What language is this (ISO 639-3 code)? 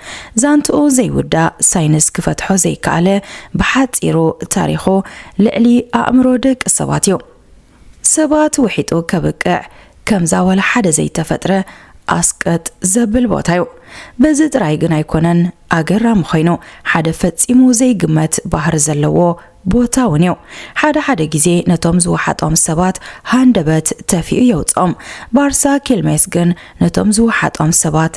tir